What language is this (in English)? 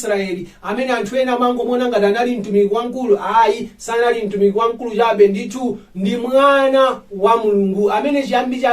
Nyanja